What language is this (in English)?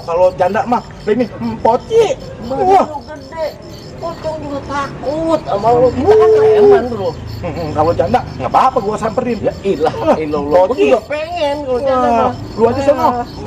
Betawi